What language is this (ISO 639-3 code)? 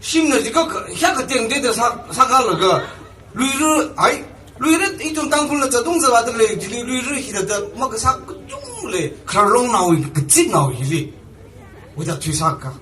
nmf